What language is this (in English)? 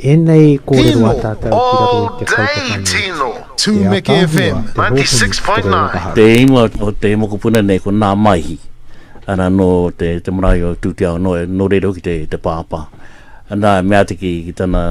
Māori